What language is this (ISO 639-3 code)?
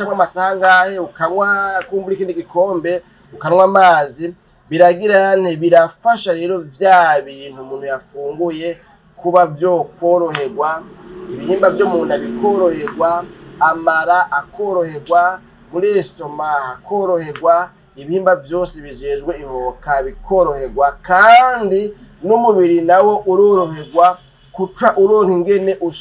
run